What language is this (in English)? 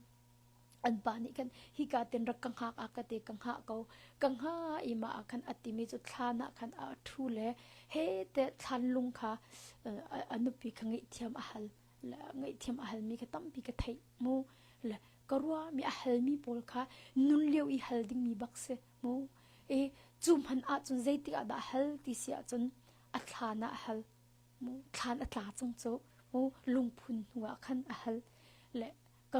Hakha Chin